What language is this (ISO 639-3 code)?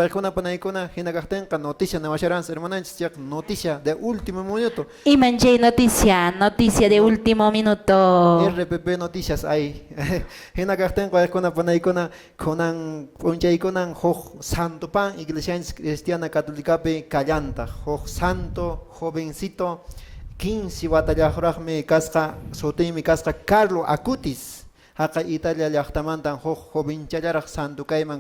que